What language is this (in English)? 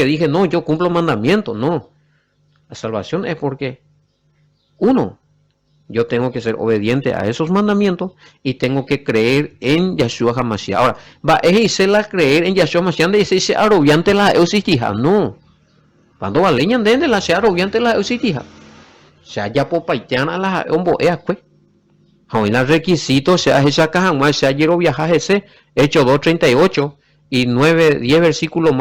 Guarani